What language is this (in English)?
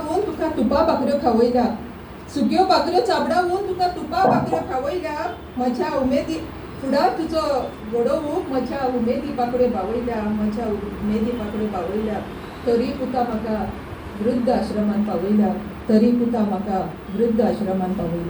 Konkani